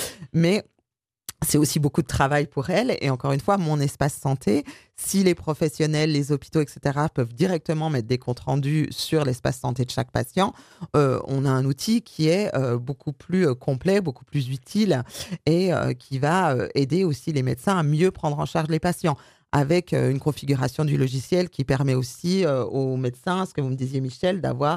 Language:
French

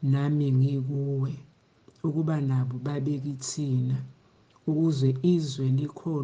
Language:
Zulu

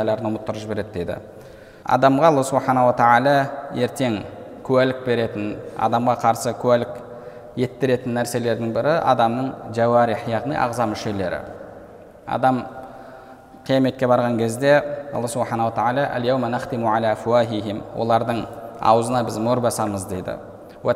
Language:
Kazakh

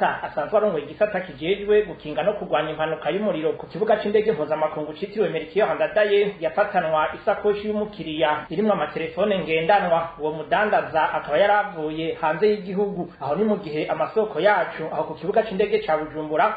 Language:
Rundi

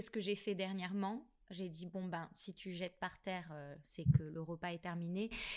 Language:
French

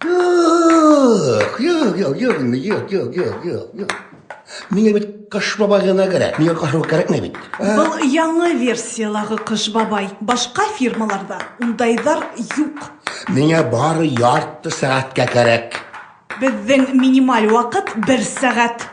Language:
Bashkir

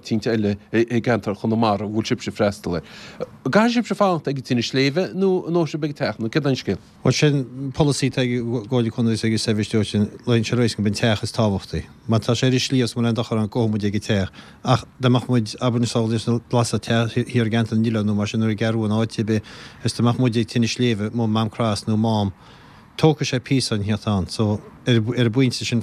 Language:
Irish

